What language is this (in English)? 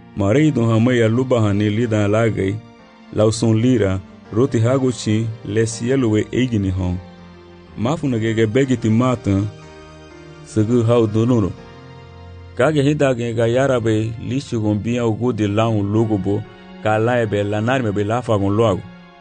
Garifuna